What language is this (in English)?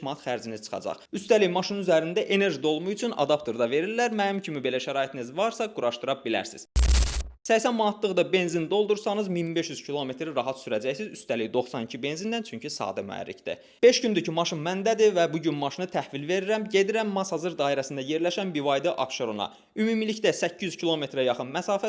Azerbaijani